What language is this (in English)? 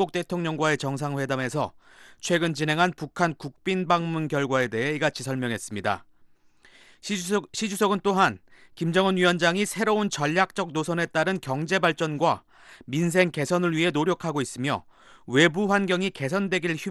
Korean